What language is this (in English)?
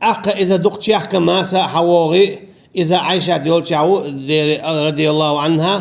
Chechen